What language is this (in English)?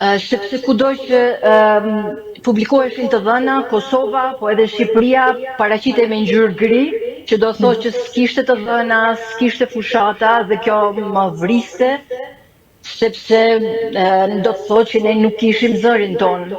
Albanian